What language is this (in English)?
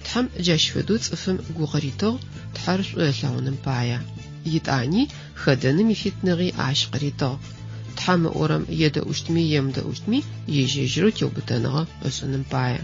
Adyghe